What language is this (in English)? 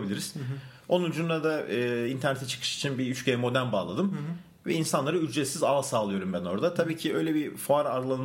Turkish